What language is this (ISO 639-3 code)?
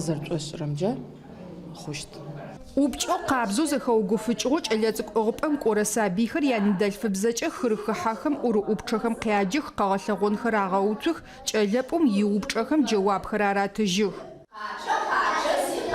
ady